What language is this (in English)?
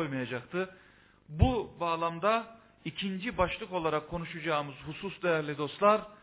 Turkish